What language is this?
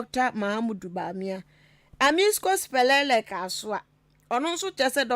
Akan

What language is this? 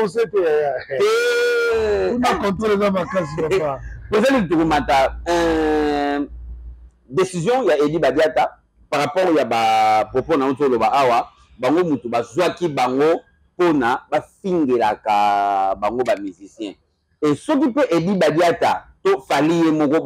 Lingala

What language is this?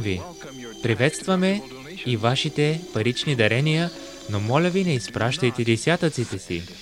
Bulgarian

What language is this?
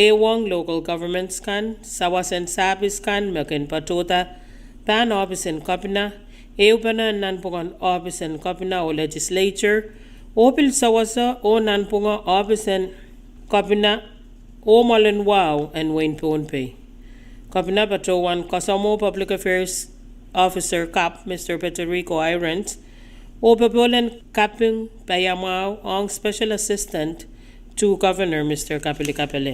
Pohnpeian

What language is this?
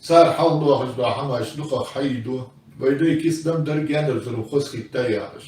Ingush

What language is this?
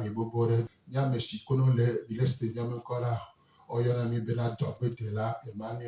Gen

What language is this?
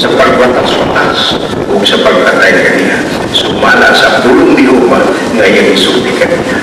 Cebuano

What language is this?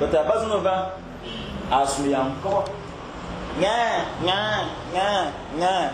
Fang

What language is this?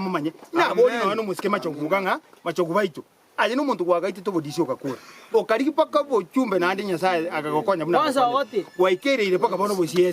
Gusii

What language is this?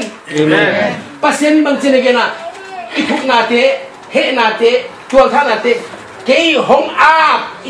Tedim Chin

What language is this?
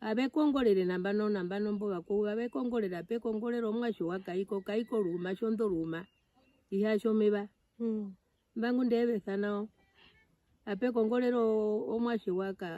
Herero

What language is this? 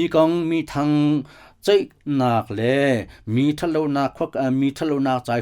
Hakha Chin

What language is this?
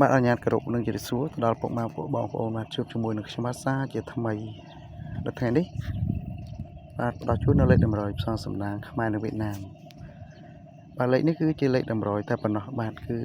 Khmer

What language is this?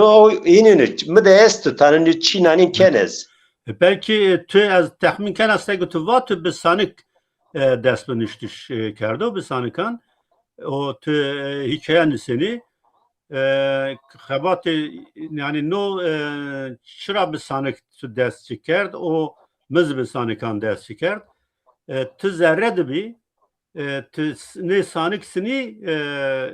Zaza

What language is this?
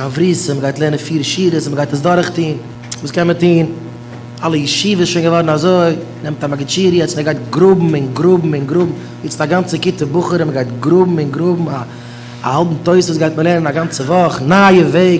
Yiddish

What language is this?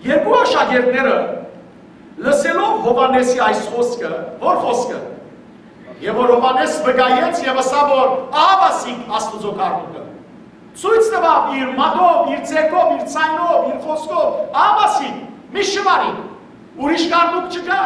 Western Armenian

